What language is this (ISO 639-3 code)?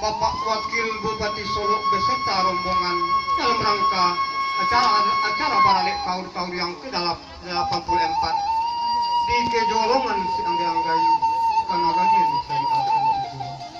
min